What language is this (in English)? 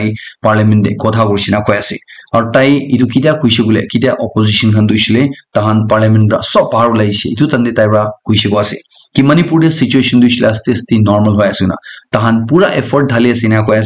Naga Pidgin